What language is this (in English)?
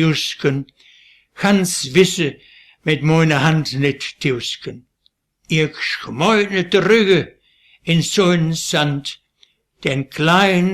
Westphalien